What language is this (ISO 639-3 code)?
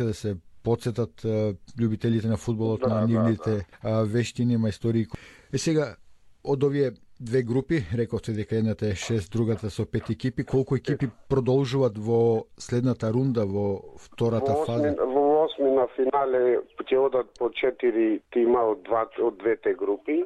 mkd